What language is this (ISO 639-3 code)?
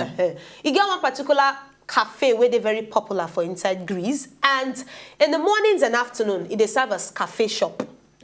pcm